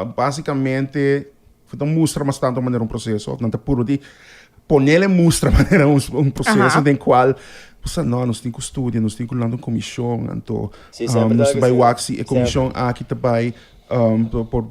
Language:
Papiamento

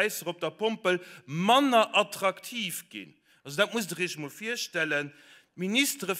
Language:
Luxembourgish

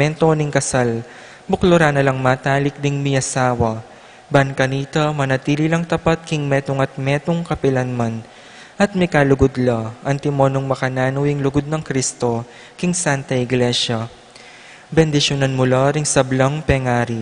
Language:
Pampanga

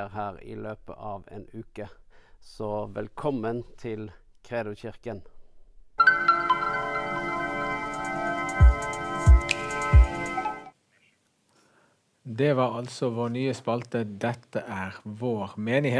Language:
Norwegian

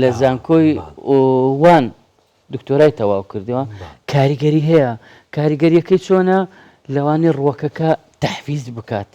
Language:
Central Kurdish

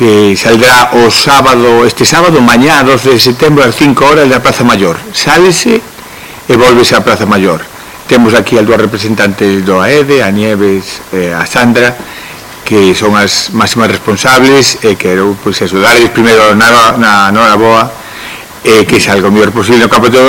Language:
Galician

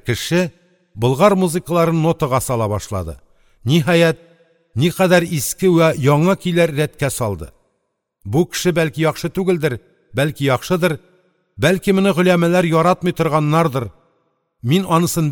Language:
Tatar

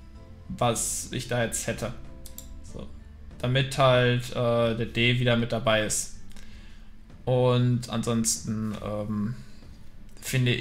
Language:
German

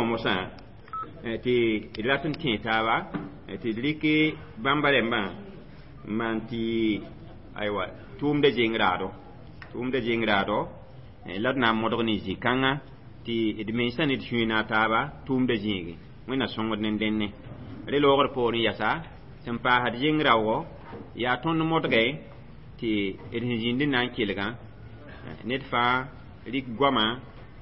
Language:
Mossi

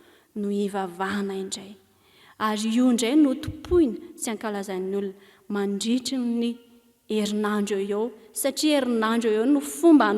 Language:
Malagasy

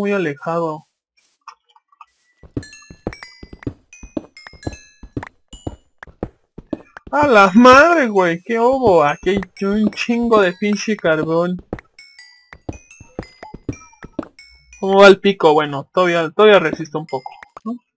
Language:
Spanish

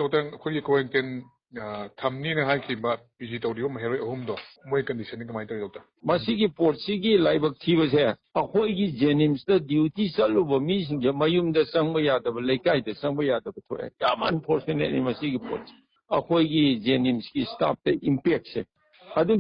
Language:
Manipuri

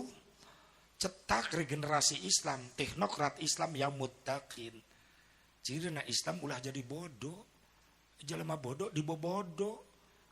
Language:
Sundanese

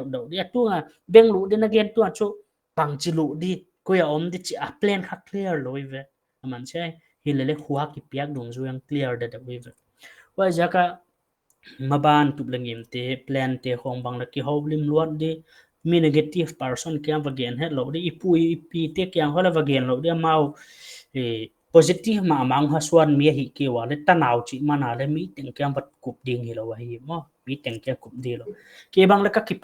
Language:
Paite Chin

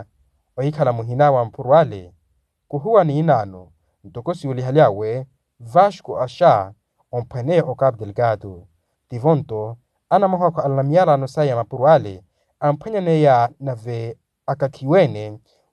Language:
Makhuwa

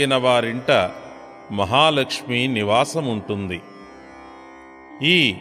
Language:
Telugu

